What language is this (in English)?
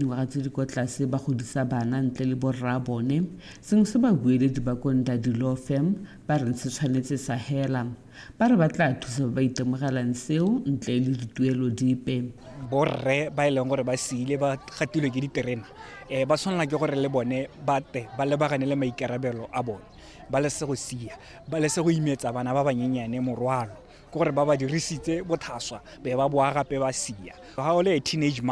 Tswana